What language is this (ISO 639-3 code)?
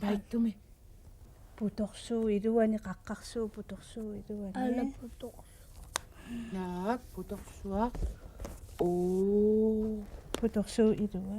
kal